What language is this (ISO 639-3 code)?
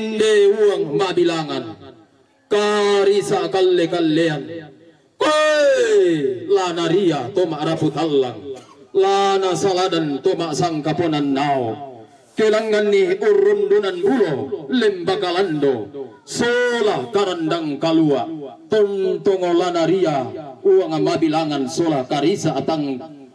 sda